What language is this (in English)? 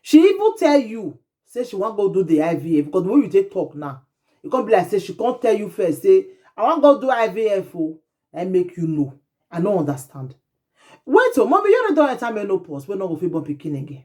Nigerian Pidgin